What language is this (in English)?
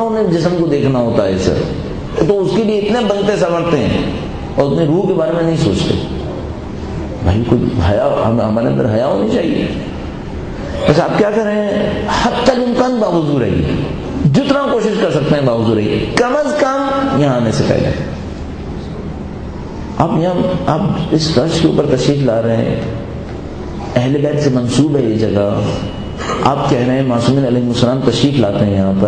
Urdu